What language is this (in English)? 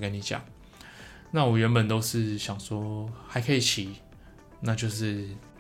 Chinese